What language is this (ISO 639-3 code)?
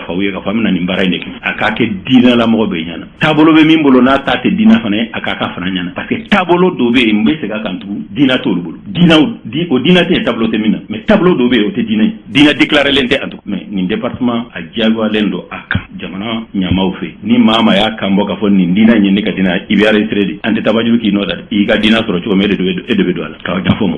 bam